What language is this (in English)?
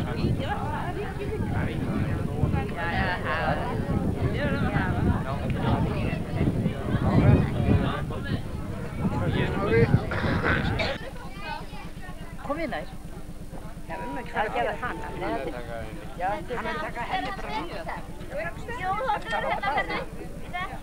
Icelandic